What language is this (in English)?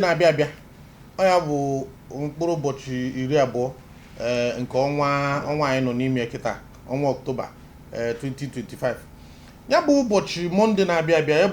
Igbo